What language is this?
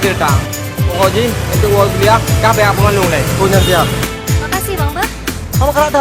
Achinese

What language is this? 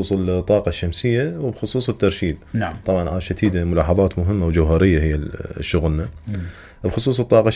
Mesopotamian Arabic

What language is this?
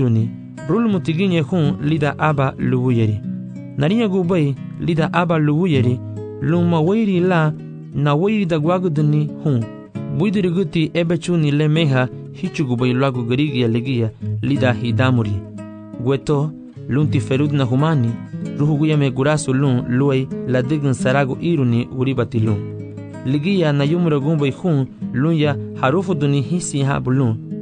Garifuna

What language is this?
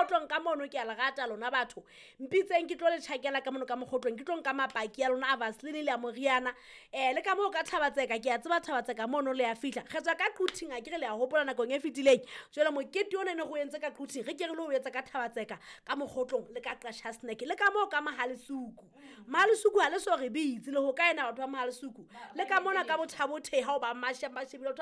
Southern Sotho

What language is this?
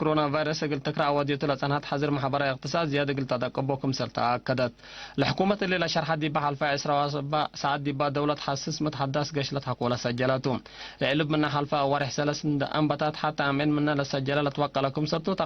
Tigre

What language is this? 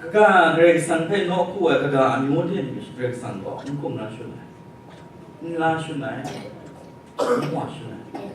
Kachin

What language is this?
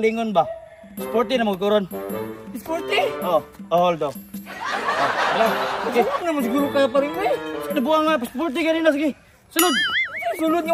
Cebuano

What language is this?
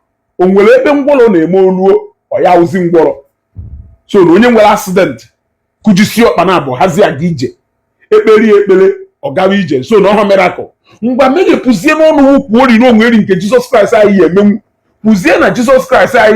Igbo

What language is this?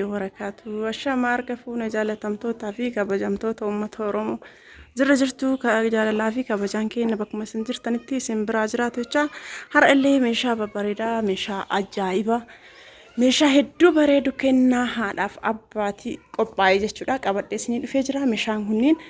Oromo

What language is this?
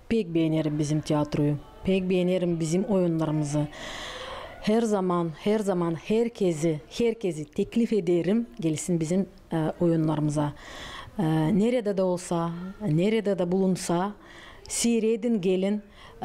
Gagauz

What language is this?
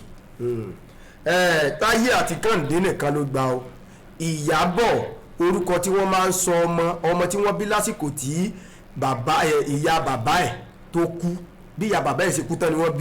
Yoruba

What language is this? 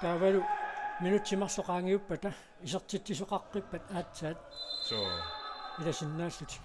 Kalaallisut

